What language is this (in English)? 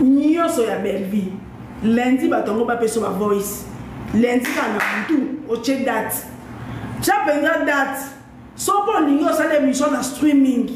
Lingala